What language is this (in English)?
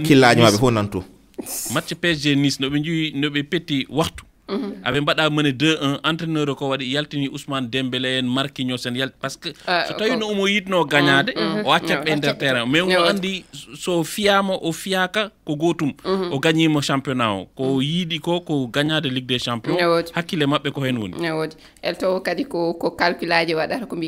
Fula